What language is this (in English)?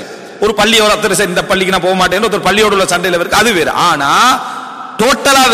Tamil